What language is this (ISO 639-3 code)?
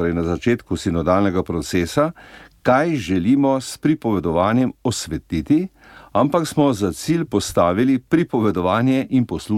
slv